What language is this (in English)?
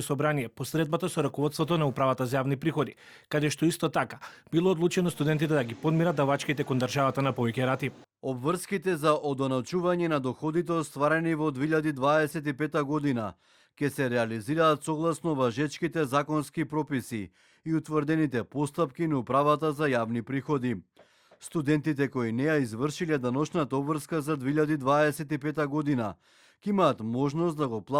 Macedonian